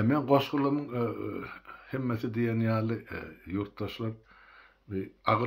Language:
Turkmen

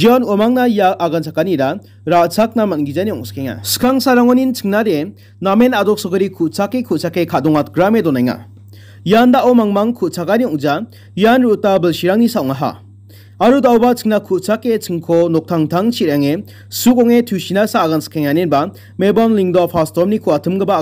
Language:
Garo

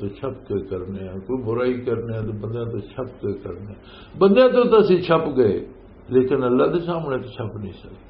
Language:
Western Panjabi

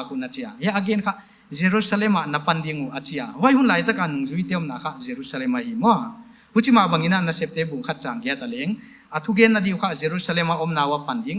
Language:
Paite Chin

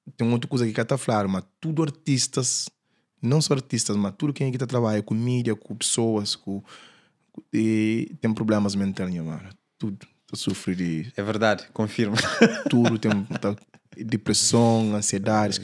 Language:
Kabuverdianu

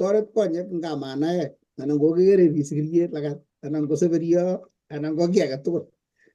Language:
Kalenjin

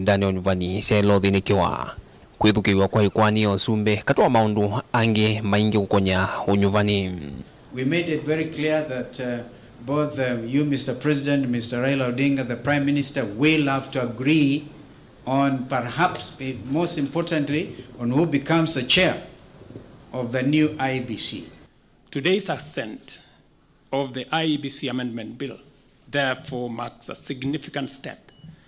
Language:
Kamba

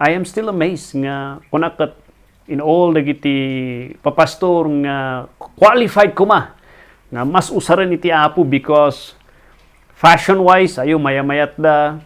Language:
Iloko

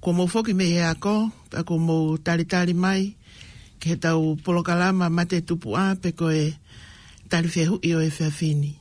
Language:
Tongan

